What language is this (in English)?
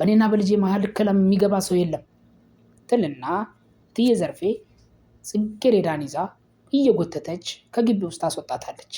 Amharic